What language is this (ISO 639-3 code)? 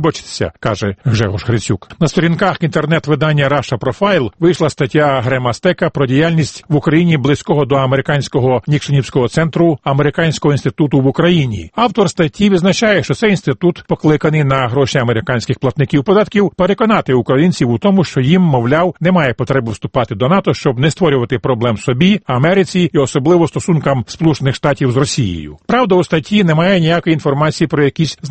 ukr